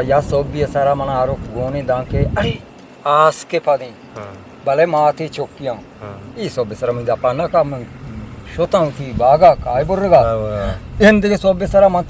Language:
Eastern Balochi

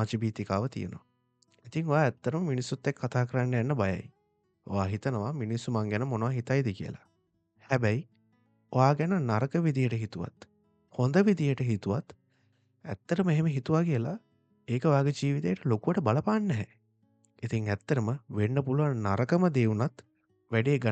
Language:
Sinhala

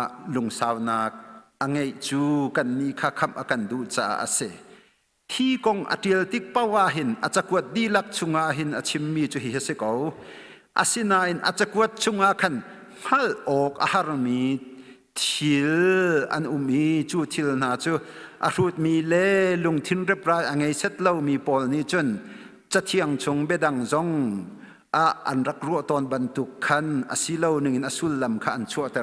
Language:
Hakha Chin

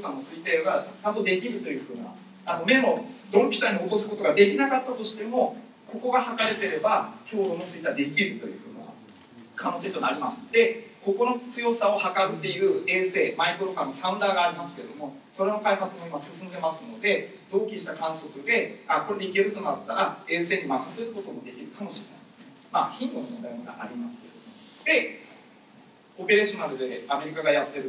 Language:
Japanese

